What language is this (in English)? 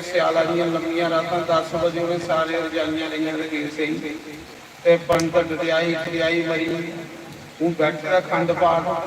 Dogri